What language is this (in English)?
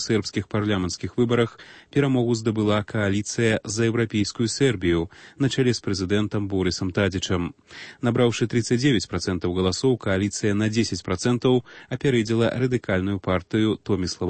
Belarusian